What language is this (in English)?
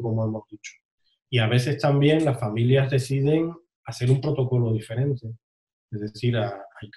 Spanish